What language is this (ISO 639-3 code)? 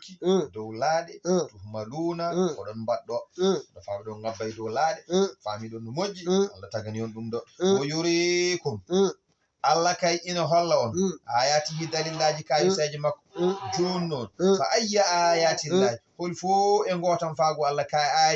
ful